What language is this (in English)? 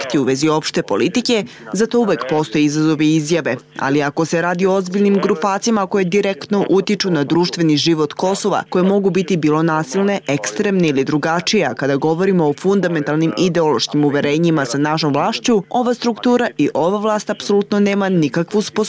Serbian